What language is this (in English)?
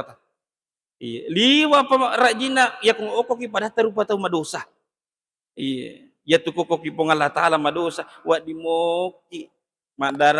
Buginese